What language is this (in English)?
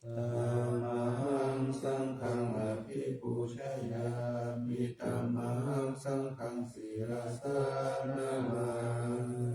Pali